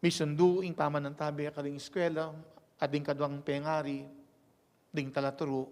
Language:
Pampanga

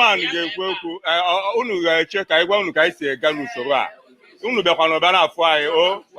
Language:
Igbo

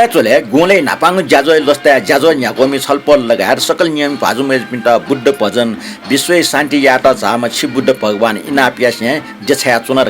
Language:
Newari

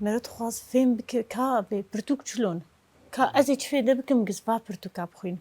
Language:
Kurdish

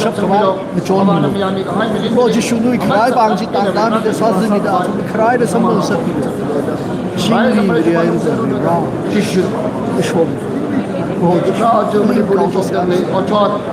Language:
Tangkhul Naga (India)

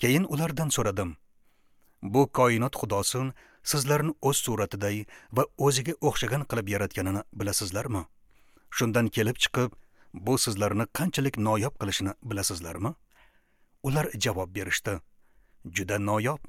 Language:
Uzbek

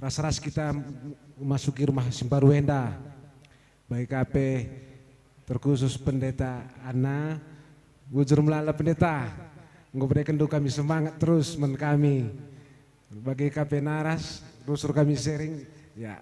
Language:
Batak Karo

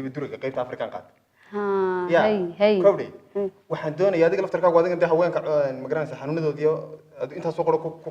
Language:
Somali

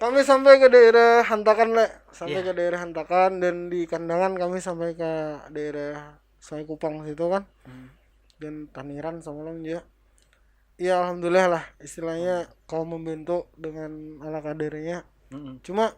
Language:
Banjar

